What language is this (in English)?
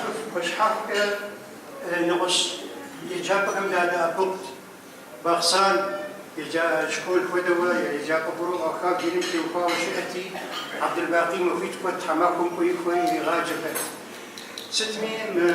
Kabardian